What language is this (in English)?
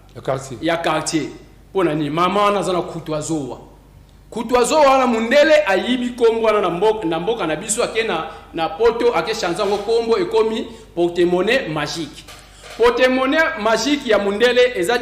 Lingala